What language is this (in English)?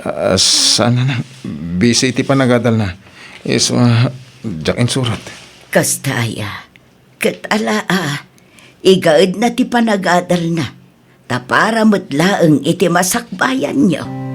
Iloko